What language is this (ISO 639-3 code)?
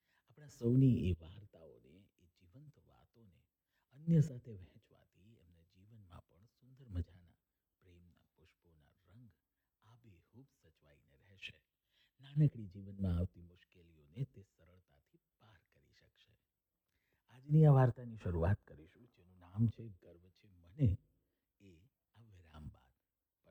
guj